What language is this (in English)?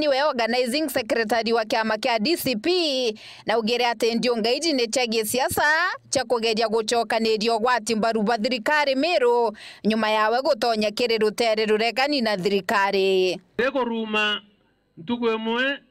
Meru